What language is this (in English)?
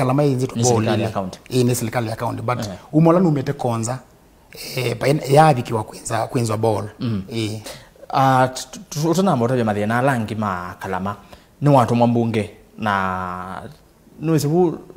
Kamba